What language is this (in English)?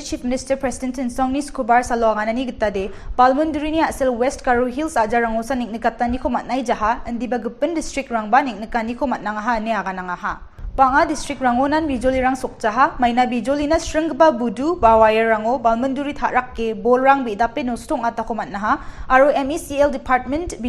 Garo